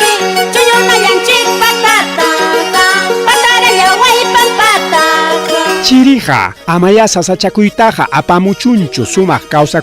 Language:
Ayacucho Quechua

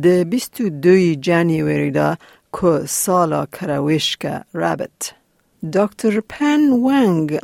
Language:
Kurdish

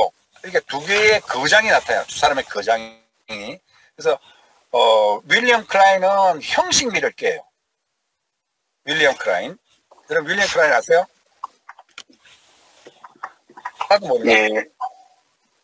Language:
Korean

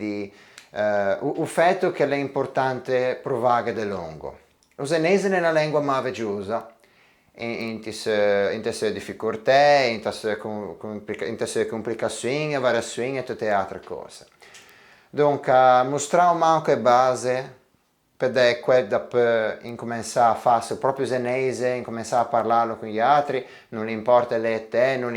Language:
Ligurian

